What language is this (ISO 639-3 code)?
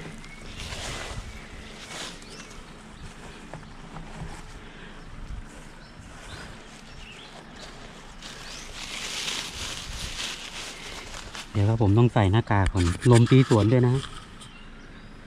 tha